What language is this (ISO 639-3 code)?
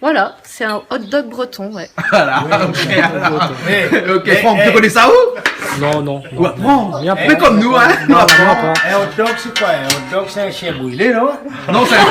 rcf